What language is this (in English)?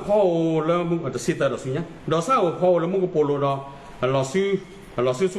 S'gaw Karen